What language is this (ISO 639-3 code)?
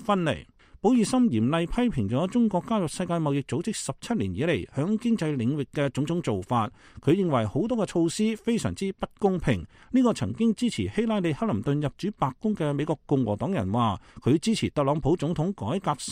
yue